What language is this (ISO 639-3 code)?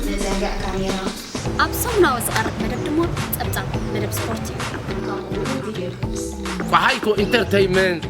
tir